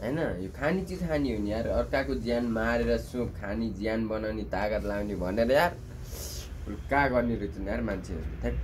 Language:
Nepali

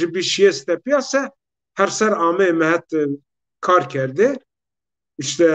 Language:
Zaza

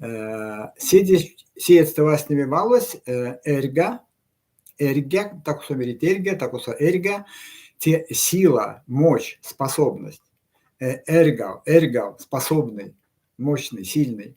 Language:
Erzya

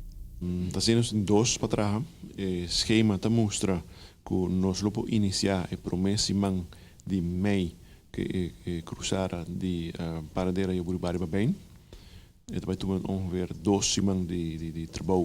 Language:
Papiamento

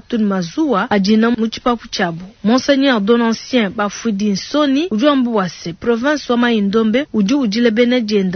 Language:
Luba-Lulua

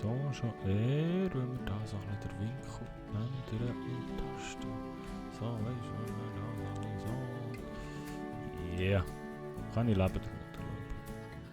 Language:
Swiss German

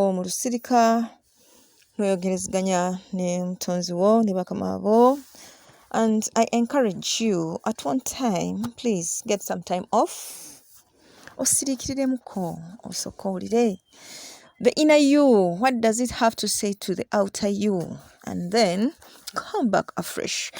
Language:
Ganda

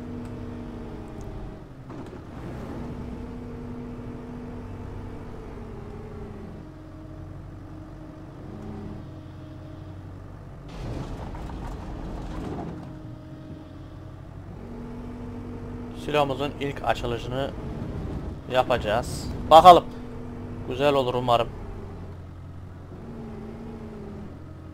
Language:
Turkish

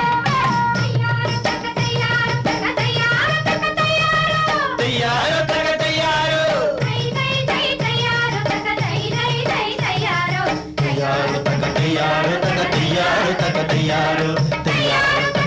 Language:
Malayalam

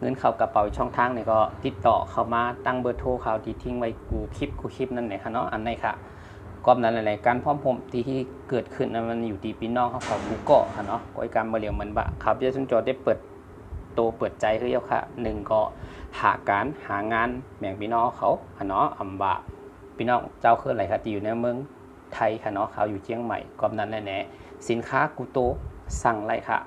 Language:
Shan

